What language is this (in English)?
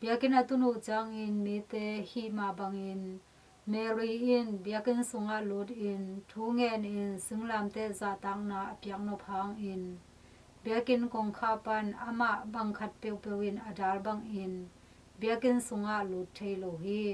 Tedim Chin